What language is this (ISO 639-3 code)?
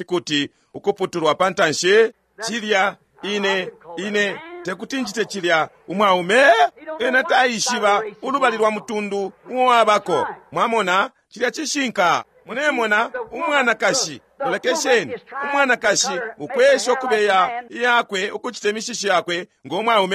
bem